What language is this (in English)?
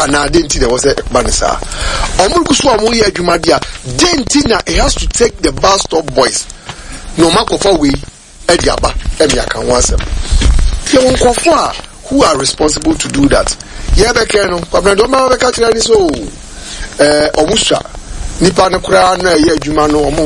Akan